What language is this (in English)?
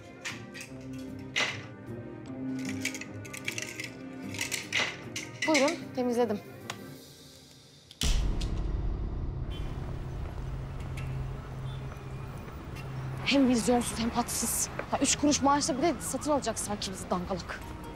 Turkish